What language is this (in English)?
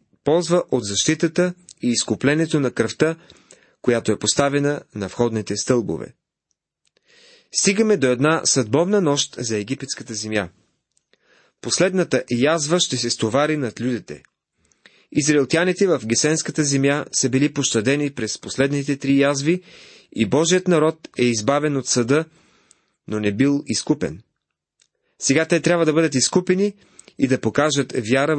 Bulgarian